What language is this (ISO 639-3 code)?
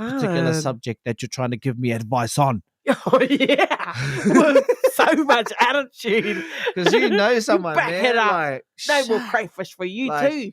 mri